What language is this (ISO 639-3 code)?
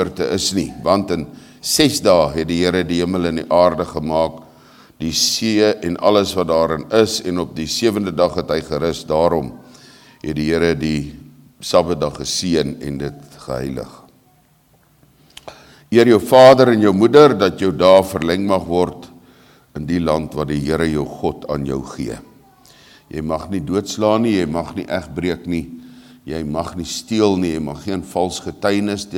afr